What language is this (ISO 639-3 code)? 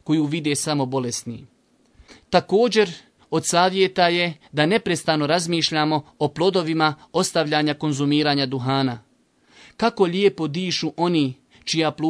bos